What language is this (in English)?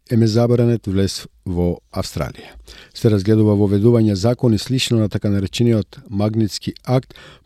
Macedonian